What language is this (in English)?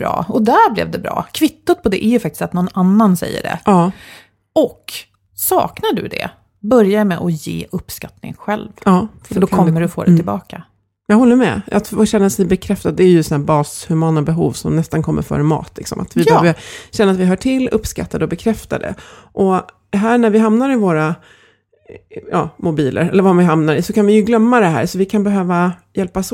Swedish